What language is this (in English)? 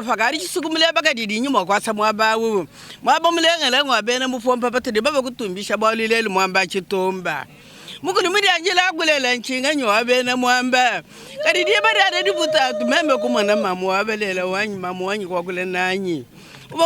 Luba-Lulua